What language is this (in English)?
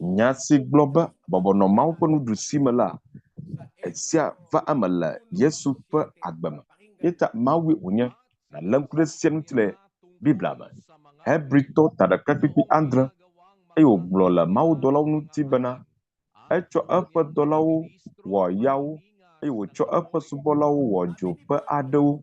Ewe